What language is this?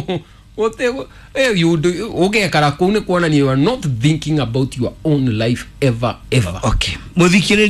Kikuyu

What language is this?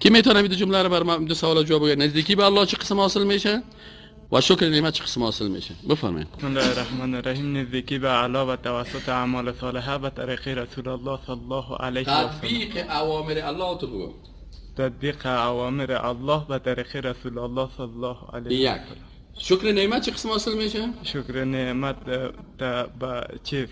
Persian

